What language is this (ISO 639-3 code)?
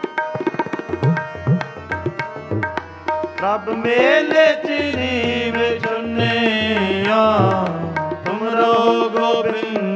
pan